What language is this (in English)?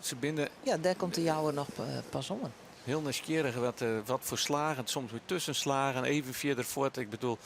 Western Frisian